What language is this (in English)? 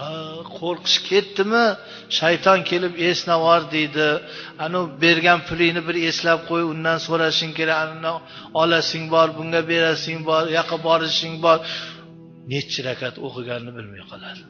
Uzbek